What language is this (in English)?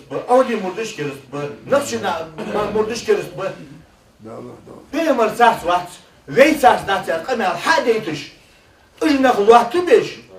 Ingush